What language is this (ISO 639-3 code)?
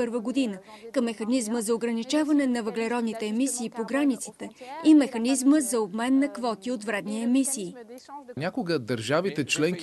bul